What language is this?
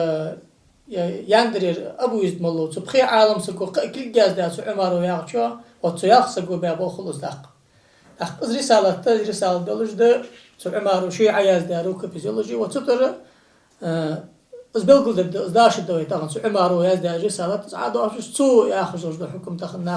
Ingush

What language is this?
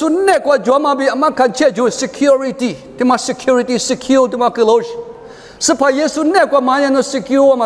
Lisu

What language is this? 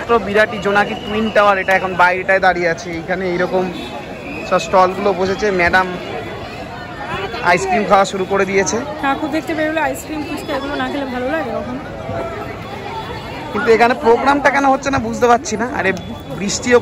Bangla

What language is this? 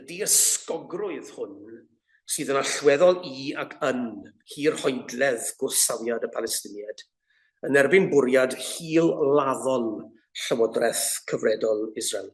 Welsh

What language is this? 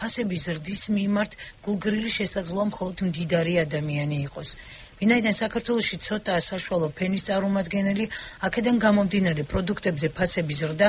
Georgian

